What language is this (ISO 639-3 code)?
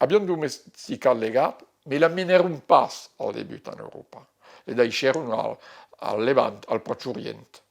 oci